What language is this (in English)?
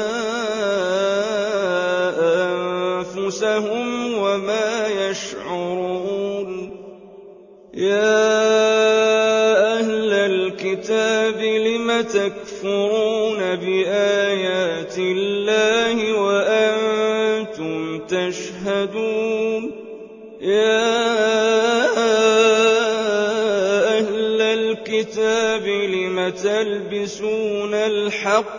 Arabic